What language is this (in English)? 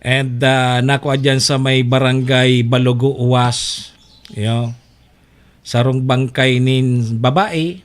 Bikol